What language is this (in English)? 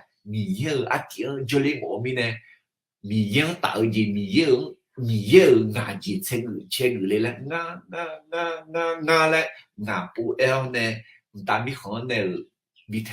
Akha